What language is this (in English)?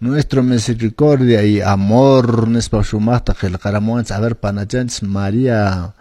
Quechua